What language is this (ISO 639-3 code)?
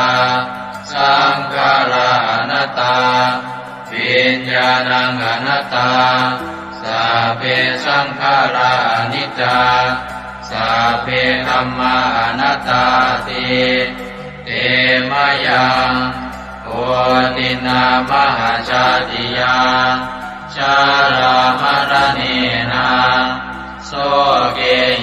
pli